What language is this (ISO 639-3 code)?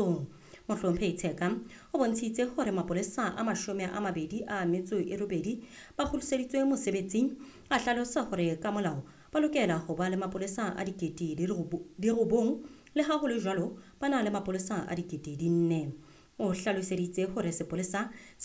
sot